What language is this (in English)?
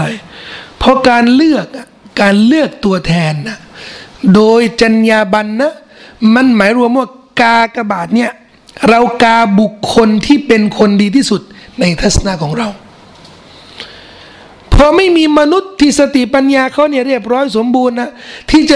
Thai